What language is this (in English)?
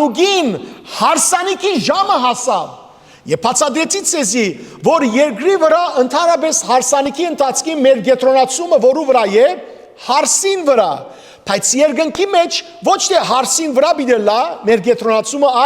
Western Armenian